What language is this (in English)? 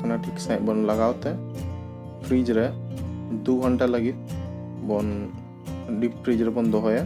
Santali